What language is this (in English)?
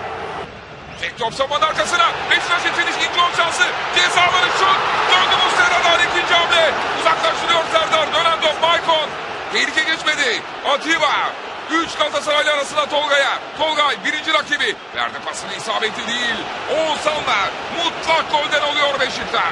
Turkish